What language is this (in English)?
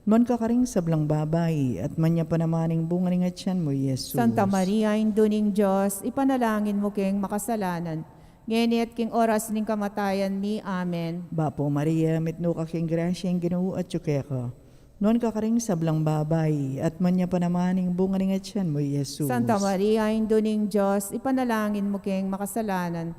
Pampanga